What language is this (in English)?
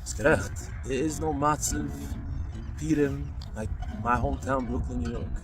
Yiddish